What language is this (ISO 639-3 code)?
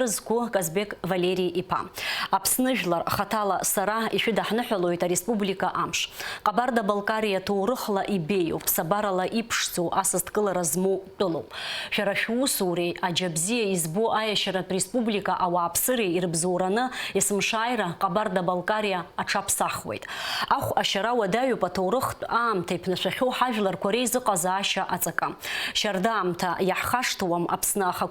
abk